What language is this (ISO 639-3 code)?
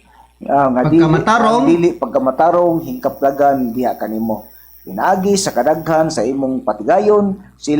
ceb